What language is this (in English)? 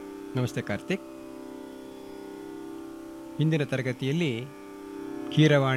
Kannada